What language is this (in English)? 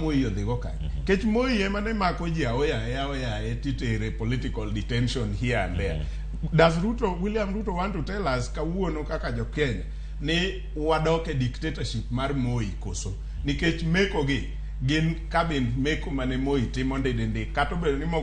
Luo (Kenya and Tanzania)